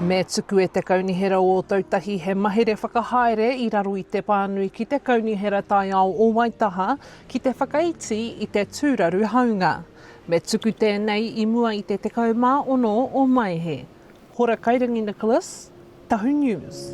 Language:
Māori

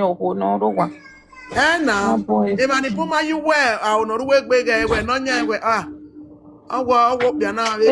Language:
Nigerian Pidgin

